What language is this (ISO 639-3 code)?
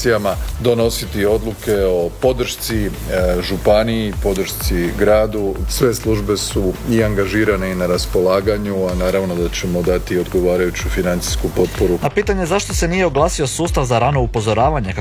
hrv